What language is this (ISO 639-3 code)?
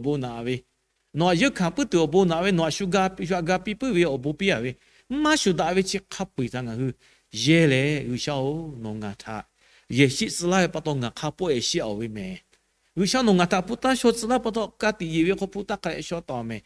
lhu